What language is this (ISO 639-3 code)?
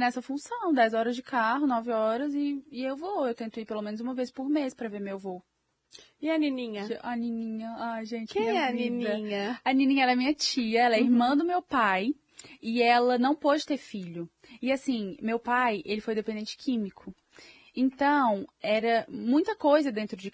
por